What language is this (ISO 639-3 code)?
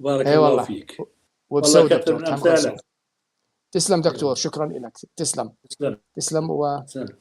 apc